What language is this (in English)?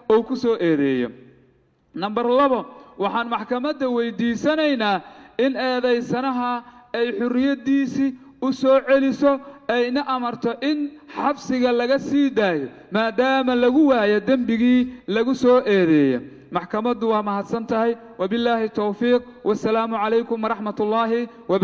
Somali